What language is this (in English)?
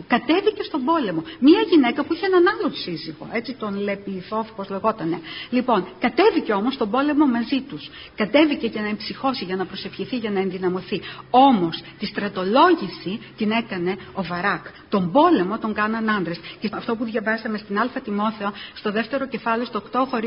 Greek